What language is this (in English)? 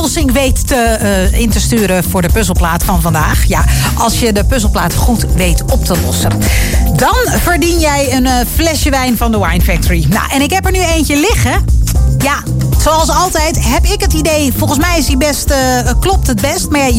Dutch